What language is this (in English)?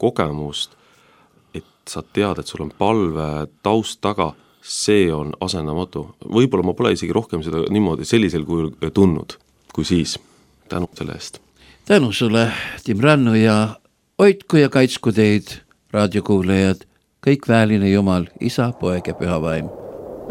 Estonian